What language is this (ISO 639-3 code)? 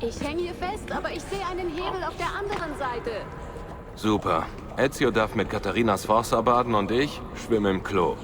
bar